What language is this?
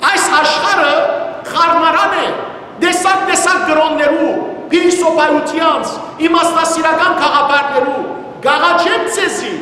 Western Armenian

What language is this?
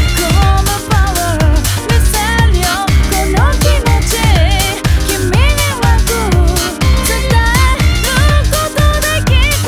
Japanese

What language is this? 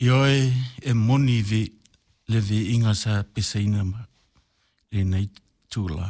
Samoan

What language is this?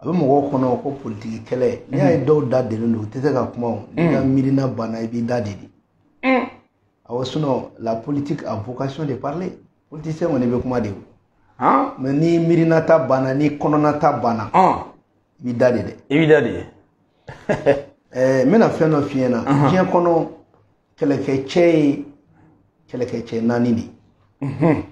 Bambara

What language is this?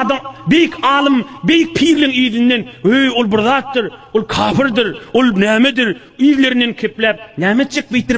Turkmen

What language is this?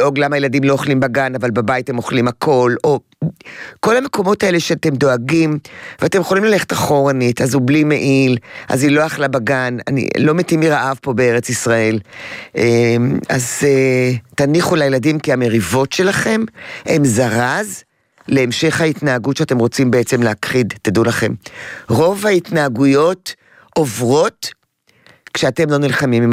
Hebrew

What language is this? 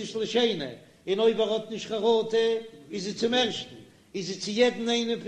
Yiddish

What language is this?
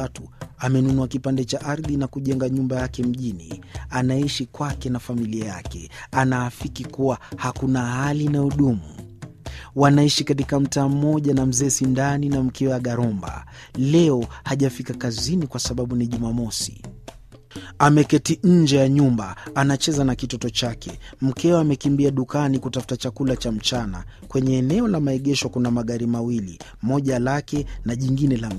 Swahili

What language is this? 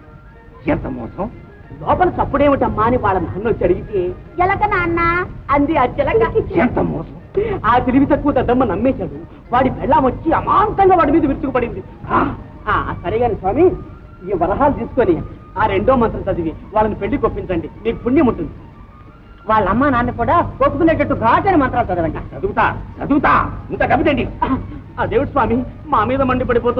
Telugu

